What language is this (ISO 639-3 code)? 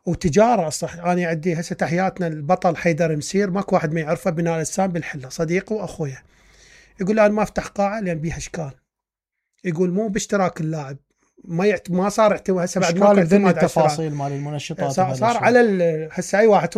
acm